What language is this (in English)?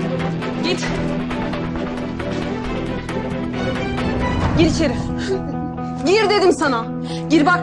Turkish